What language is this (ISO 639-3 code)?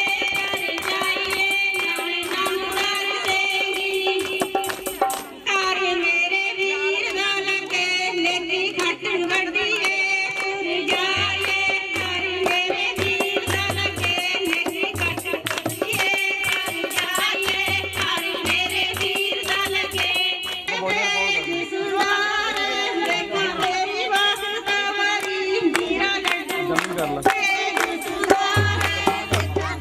pan